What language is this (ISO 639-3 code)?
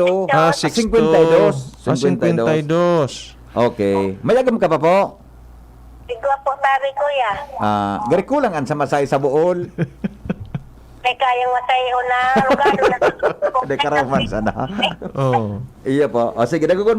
bik